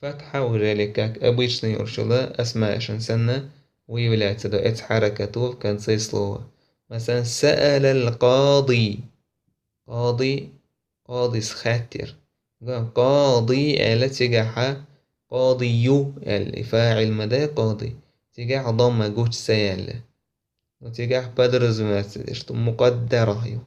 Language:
Chechen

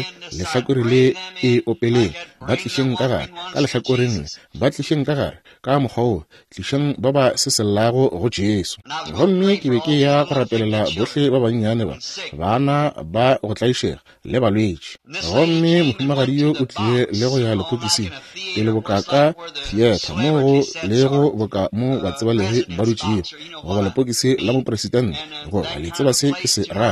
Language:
Northern Sotho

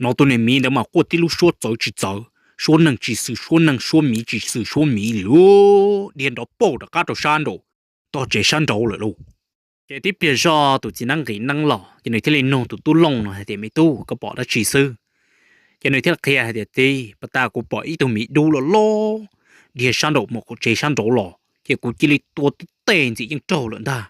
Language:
Hmong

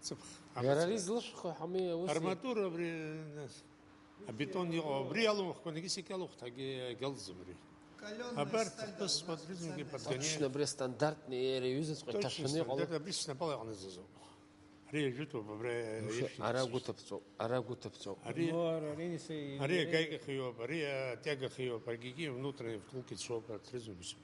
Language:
Abkhazian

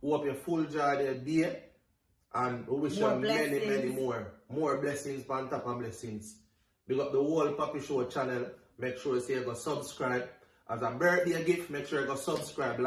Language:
Jamaican Creole English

